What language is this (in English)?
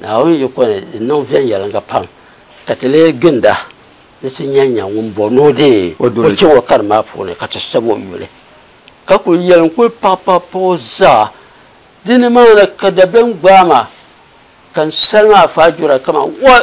Dagbani